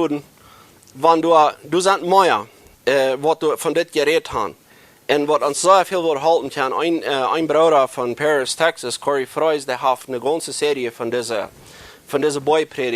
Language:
Plautdietsch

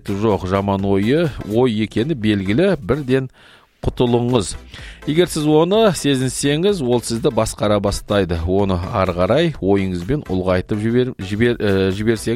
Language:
Kazakh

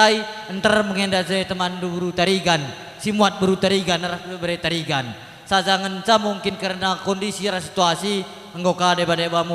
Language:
Batak Karo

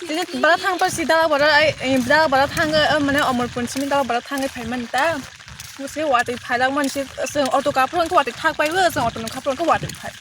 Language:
Kok Borok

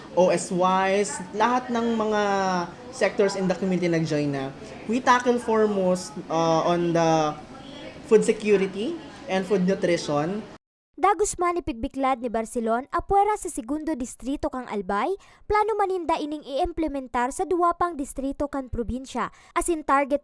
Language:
Bikol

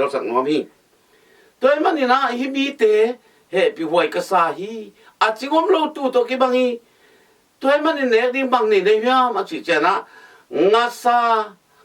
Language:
Tedim Chin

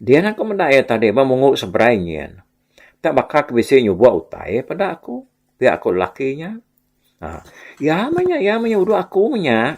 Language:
Iban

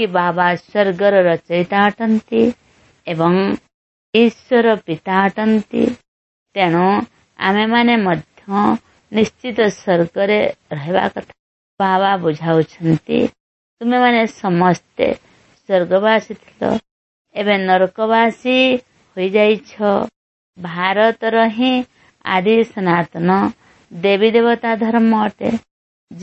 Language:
Odia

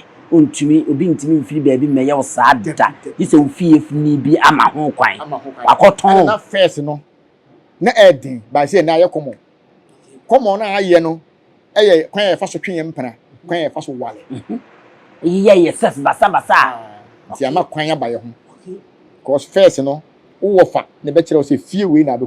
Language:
Akan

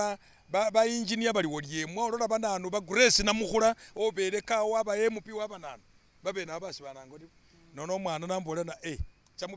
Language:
Masaaba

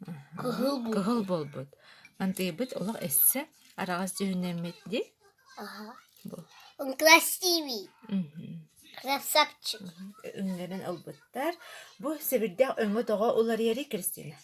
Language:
Yakut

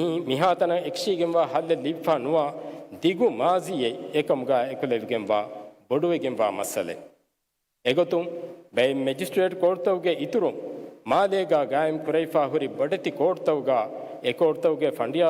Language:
Divehi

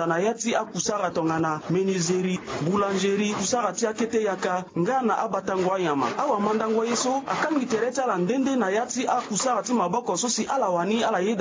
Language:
Sango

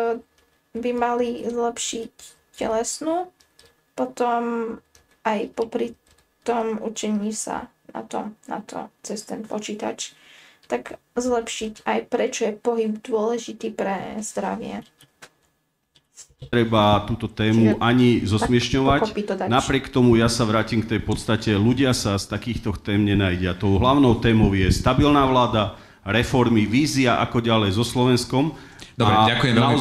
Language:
Slovak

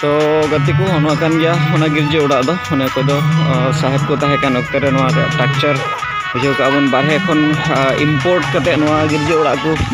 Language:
Santali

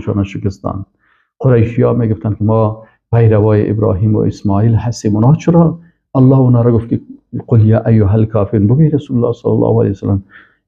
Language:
Persian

